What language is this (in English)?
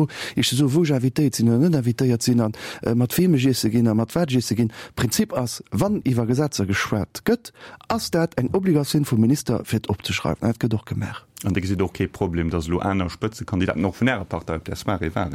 Luxembourgish